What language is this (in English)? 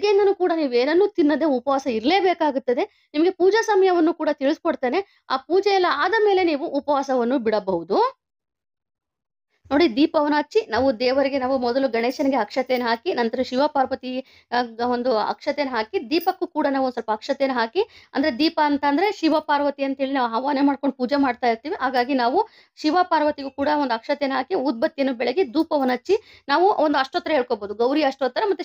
Kannada